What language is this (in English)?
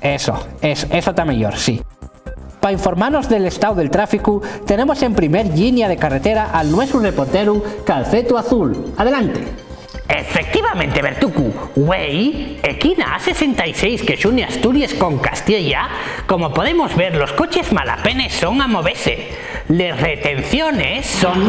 Asturian